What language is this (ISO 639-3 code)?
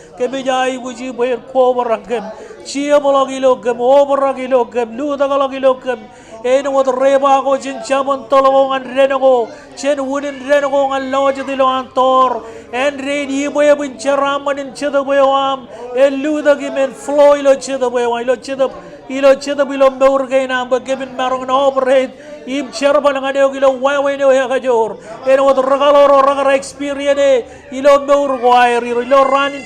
mah